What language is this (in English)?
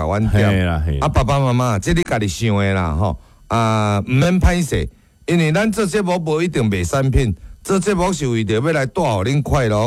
Min Nan Chinese